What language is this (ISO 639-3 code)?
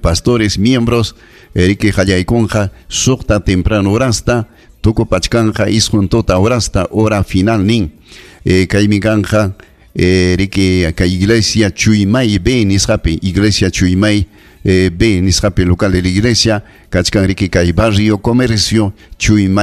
quy